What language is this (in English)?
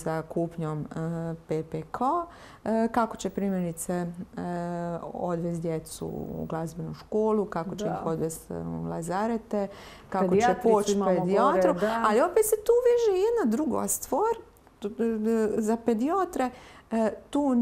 Croatian